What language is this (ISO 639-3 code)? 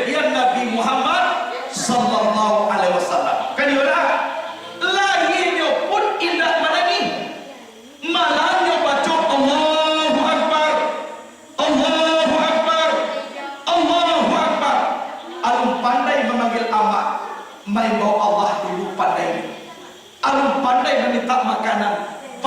min